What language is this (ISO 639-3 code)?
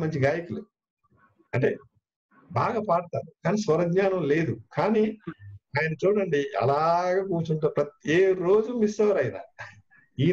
tel